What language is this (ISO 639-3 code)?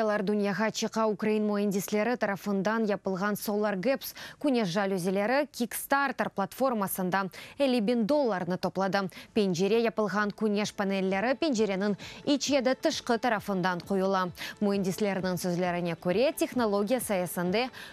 crh